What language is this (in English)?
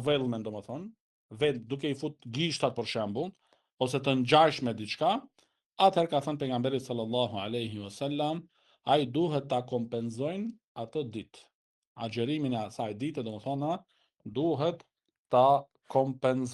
Albanian